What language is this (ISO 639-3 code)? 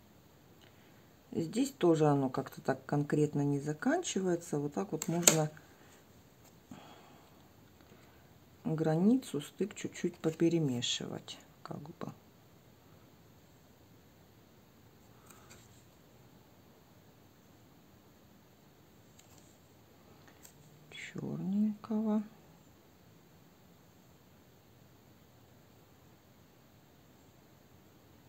rus